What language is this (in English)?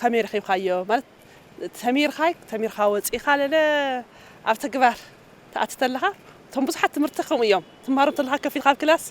Tigrinya